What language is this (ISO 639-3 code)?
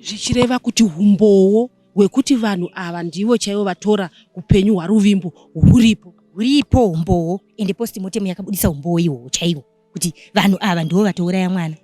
sna